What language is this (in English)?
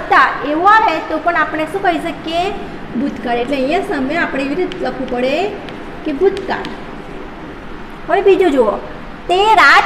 Gujarati